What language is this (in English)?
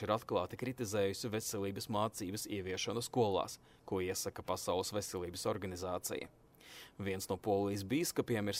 Latvian